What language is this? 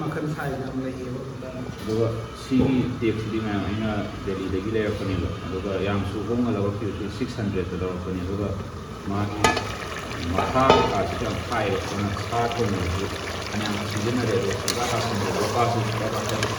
Manipuri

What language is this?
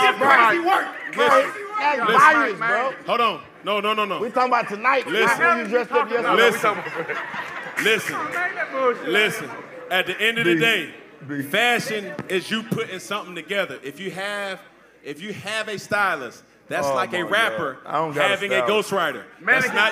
English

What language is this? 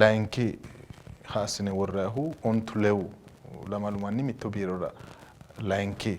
Sidamo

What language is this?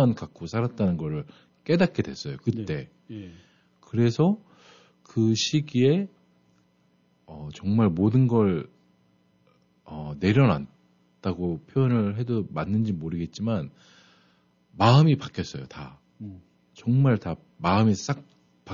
Korean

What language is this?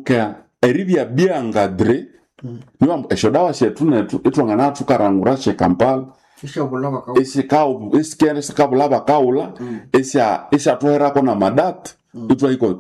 Nande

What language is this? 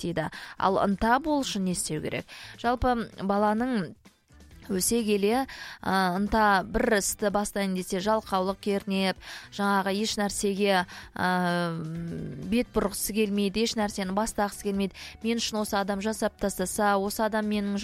Kazakh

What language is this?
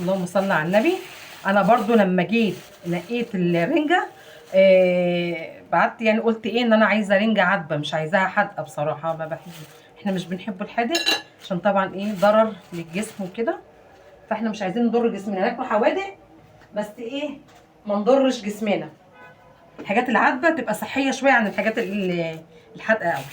Egyptian Arabic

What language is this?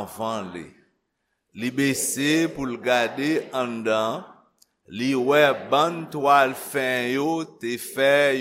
Haitian Creole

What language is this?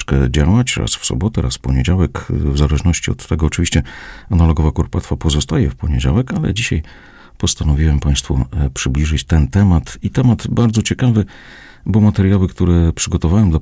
Polish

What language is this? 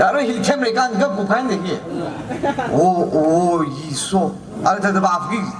Tangkhul Naga (India)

